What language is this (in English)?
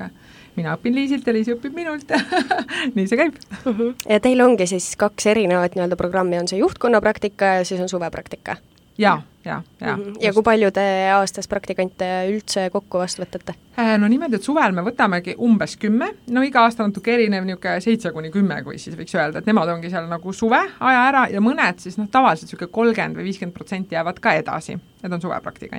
Estonian